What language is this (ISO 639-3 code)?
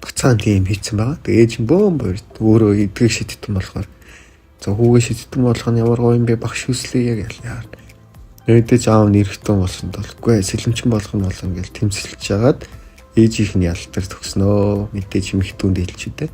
mon